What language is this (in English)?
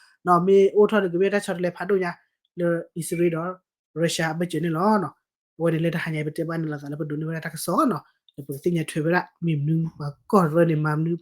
S'gaw Karen